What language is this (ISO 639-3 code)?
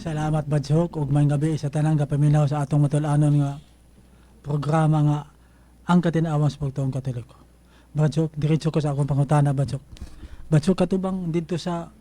ceb